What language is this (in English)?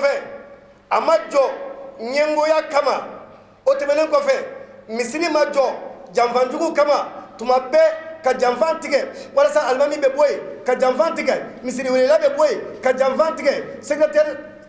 Bambara